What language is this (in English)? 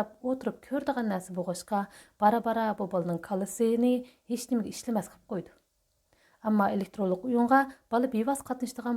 Uyghur